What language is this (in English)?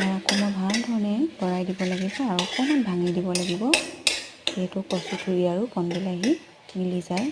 Assamese